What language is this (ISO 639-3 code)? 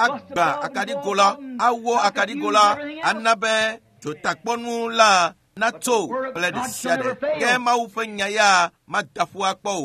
ewe